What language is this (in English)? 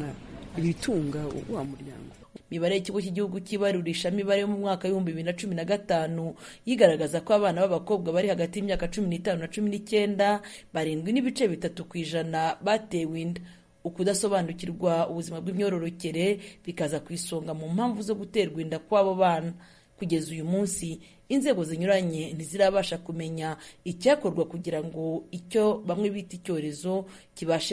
Kinyarwanda